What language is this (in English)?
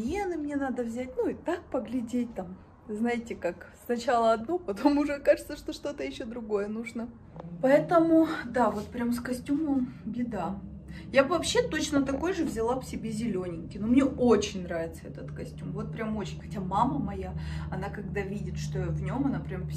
Russian